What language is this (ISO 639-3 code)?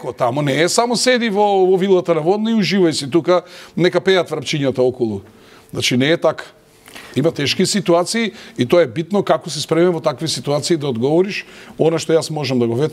mkd